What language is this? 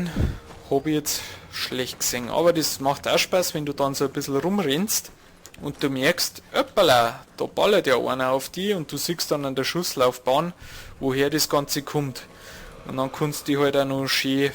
Bavarian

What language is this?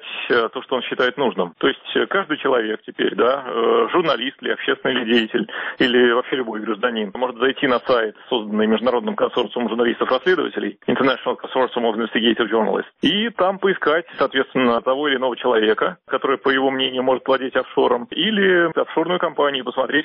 Russian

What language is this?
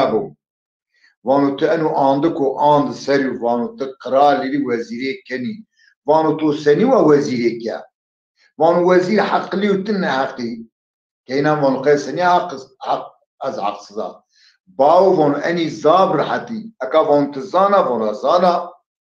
Zaza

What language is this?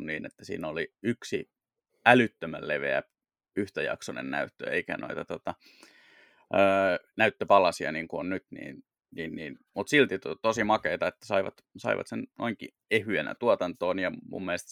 Finnish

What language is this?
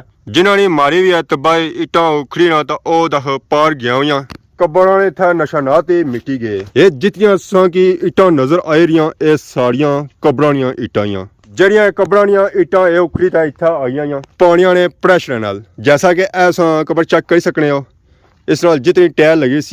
Pahari-Potwari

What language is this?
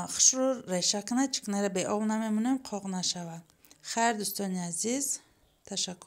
Tajik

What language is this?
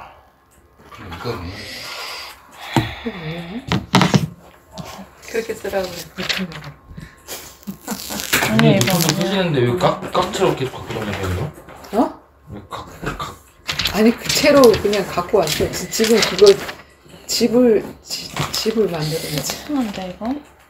Korean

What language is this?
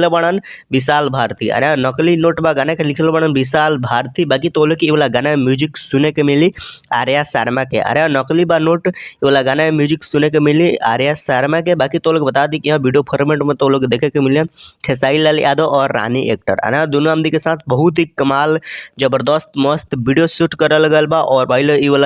Bhojpuri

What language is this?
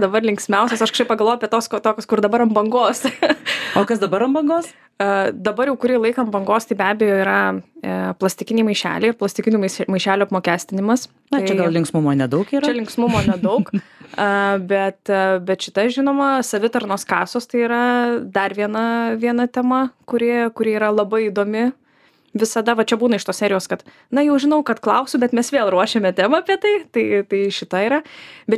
Lithuanian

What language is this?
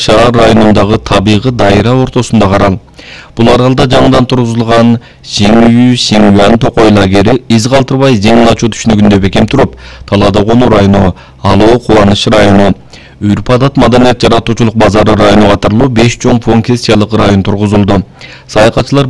Kyrgyz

